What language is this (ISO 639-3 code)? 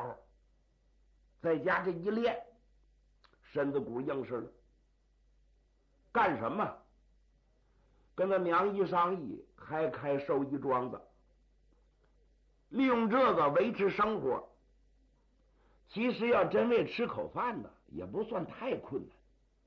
zho